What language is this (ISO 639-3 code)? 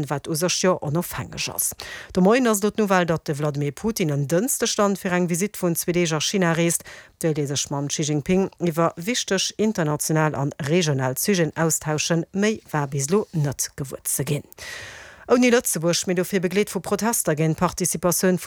ltz